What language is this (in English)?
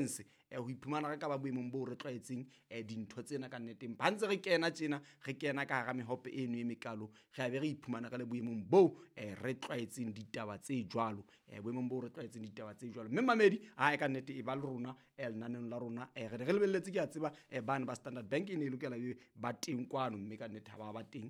Southern Sotho